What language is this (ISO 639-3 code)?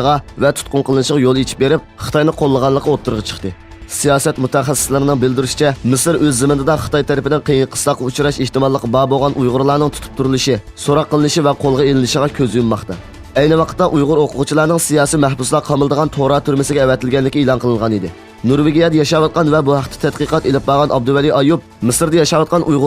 uig